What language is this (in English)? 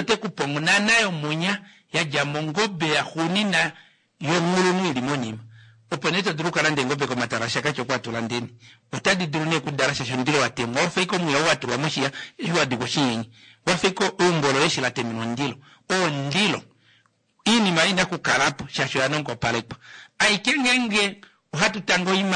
Kuanyama